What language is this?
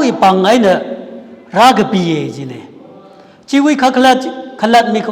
Tangkhul Naga (India)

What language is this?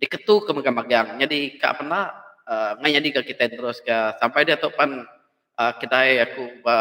Iban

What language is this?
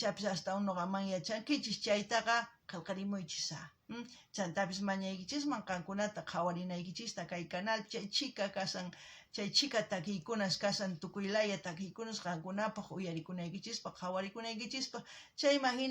South Bolivian Quechua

